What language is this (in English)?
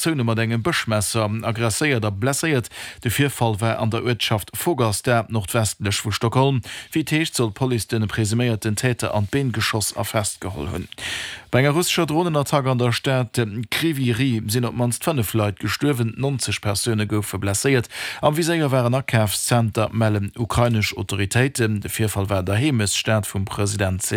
Luxembourgish